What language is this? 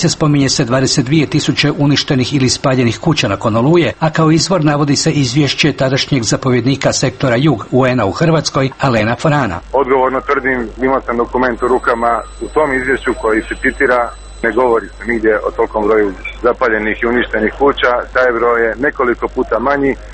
Croatian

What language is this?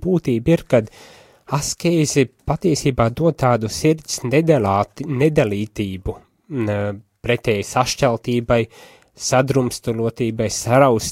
Latvian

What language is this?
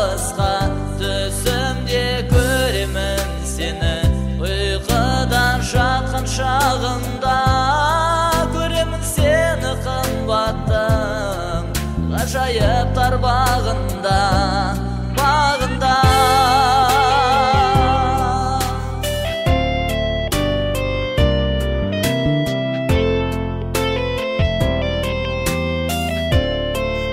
Kazakh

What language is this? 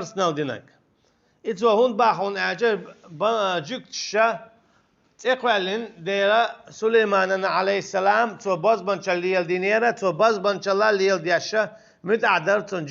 Chechen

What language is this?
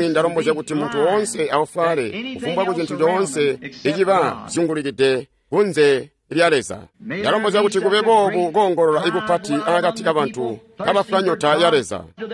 Tonga (Zambia)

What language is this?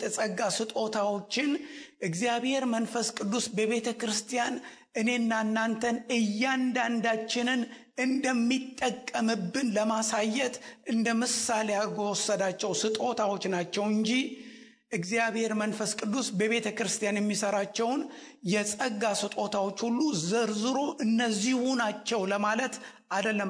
Amharic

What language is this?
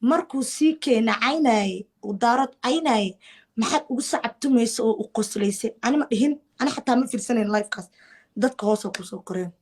Somali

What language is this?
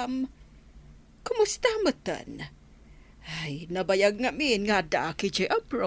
Iloko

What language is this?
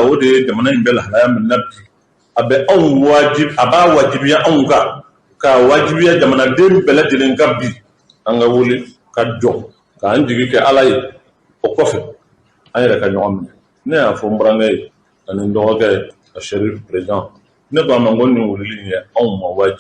Bambara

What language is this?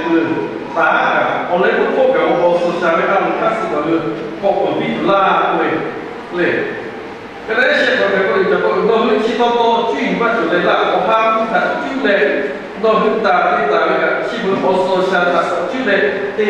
Lahu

